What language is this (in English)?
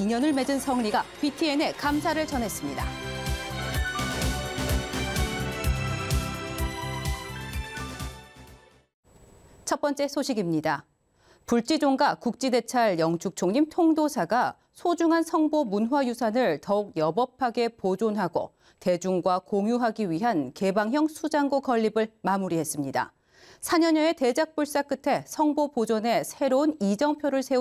Korean